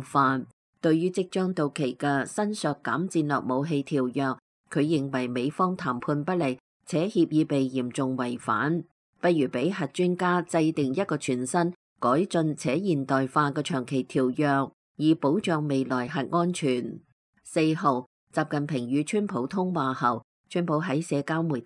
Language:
Cantonese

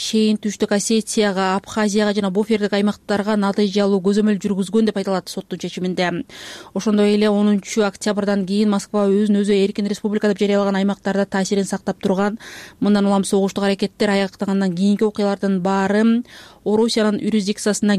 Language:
Kyrgyz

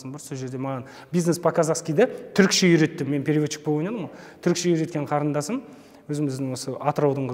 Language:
Kazakh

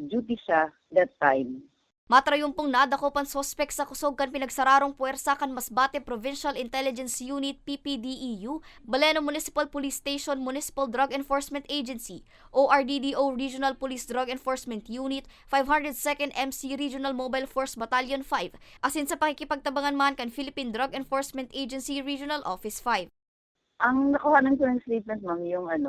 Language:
Bikol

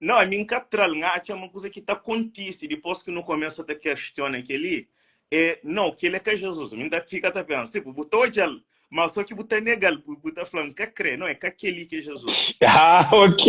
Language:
Kabuverdianu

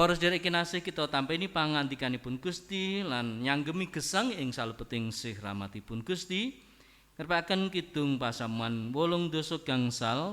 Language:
Javanese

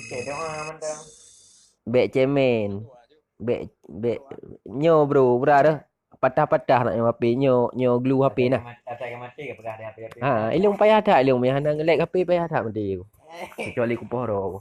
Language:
Achinese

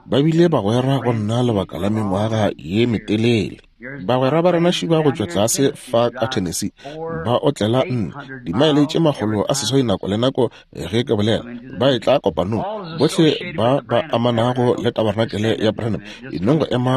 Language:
Northern Sotho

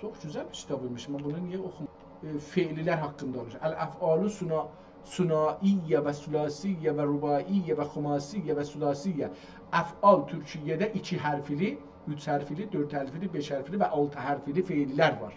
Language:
South Azerbaijani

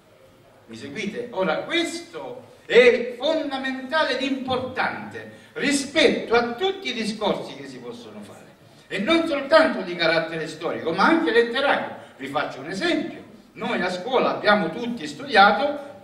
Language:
Italian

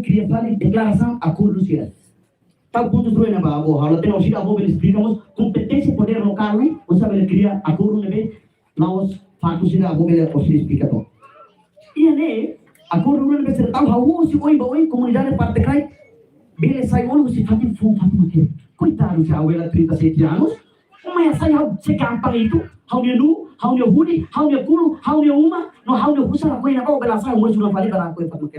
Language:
Tetum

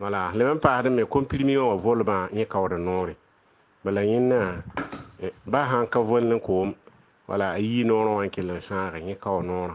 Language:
Mossi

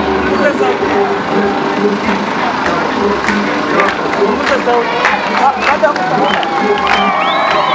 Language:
Swahili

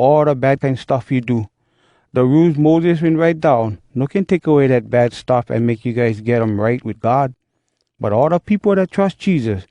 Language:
Hawai'i Creole English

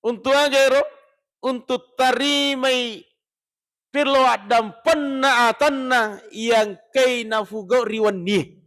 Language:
Buginese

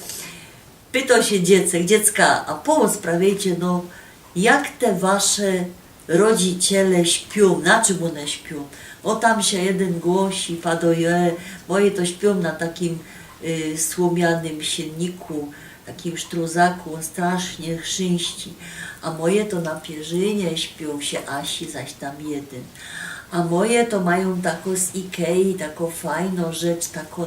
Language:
Silesian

